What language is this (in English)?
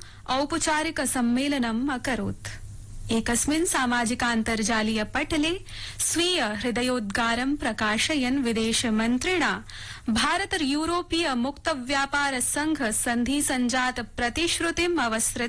Sanskrit